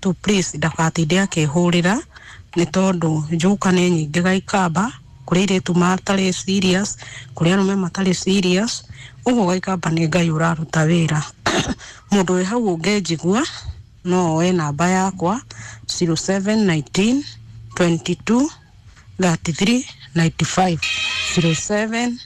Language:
Kikuyu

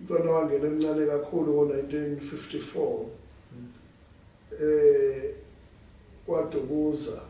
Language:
Zulu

